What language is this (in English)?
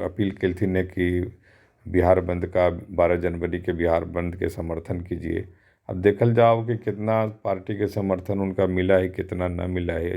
Magahi